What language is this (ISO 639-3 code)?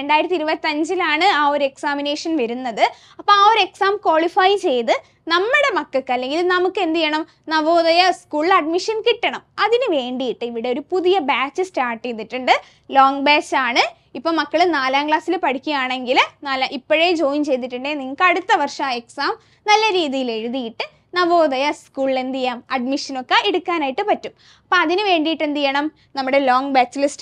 mal